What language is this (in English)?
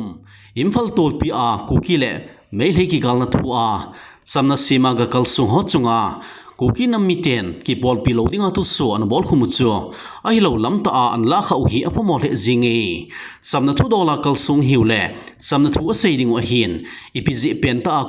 Thado Chin